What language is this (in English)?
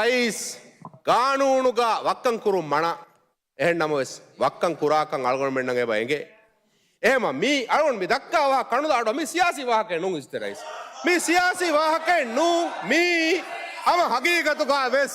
Divehi